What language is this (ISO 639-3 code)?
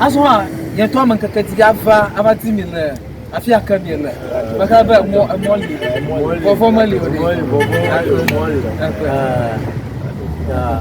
ewe